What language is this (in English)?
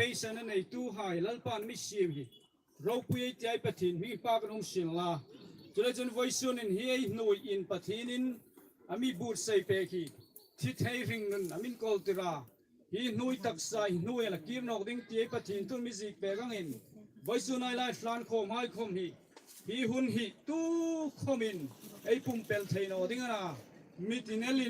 Hmar